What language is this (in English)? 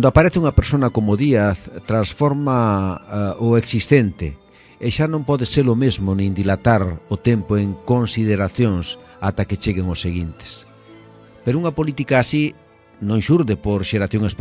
Galician